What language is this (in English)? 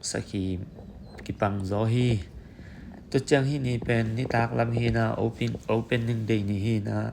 Tedim Chin